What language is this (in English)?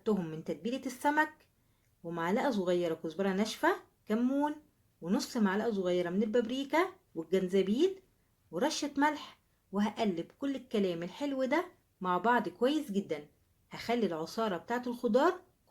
Egyptian Arabic